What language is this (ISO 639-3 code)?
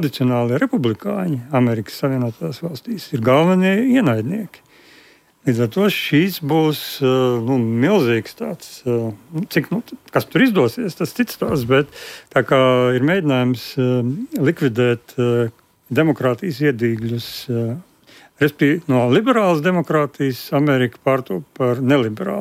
lav